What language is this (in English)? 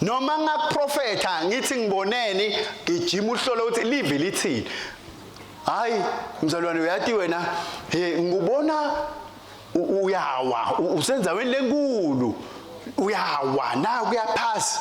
Swati